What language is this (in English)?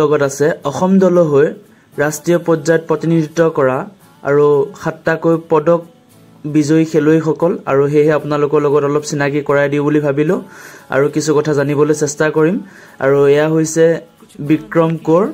Assamese